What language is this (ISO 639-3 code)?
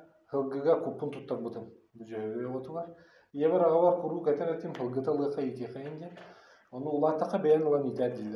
sah